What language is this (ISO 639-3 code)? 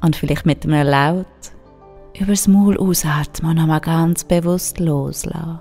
gsw